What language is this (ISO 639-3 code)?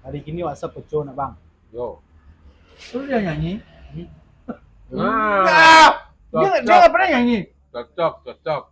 min